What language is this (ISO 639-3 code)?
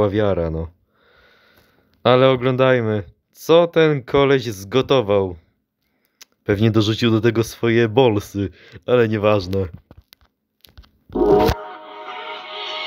pol